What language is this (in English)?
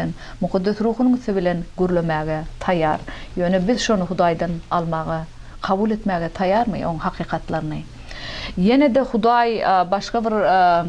Turkmen